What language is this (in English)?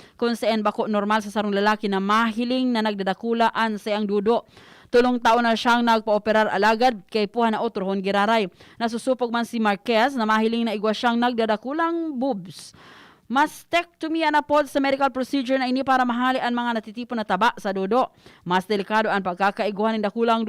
Bikol